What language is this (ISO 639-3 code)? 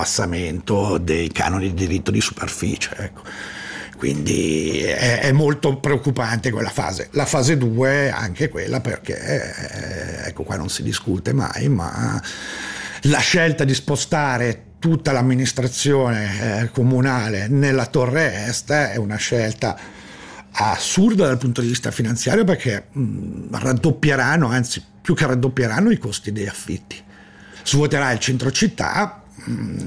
ita